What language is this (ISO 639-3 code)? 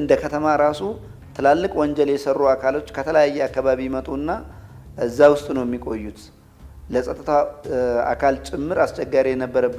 amh